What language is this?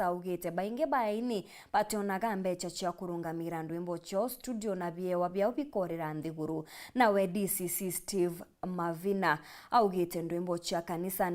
Meru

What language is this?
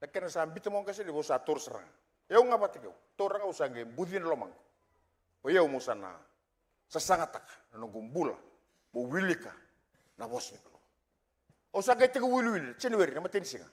Fijian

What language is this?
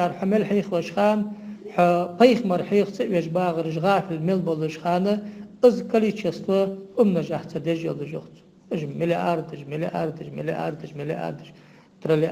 Ingush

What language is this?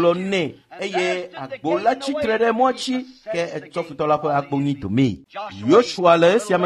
Ewe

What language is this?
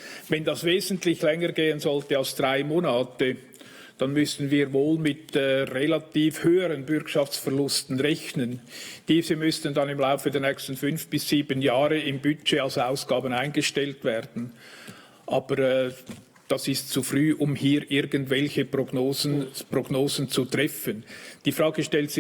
Swiss German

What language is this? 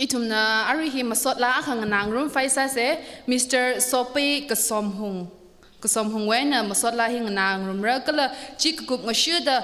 Tangkhul Naga (India)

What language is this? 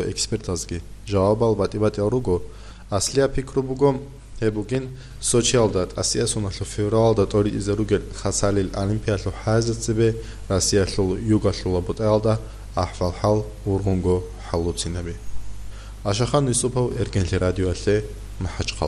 Avaric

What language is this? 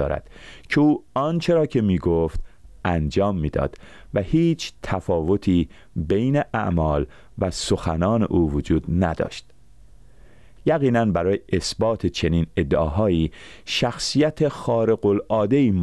Persian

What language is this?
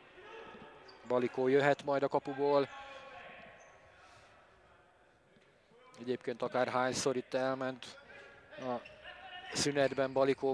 Hungarian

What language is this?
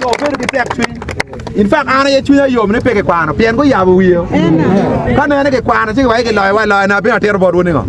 Acoli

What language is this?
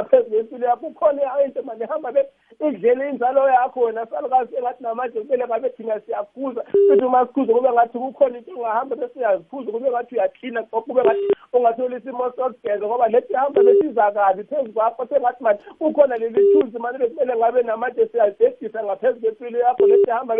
South Ndebele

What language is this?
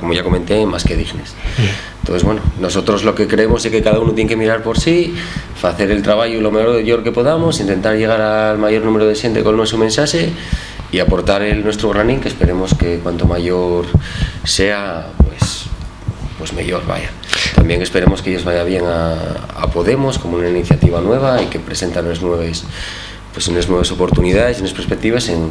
Asturian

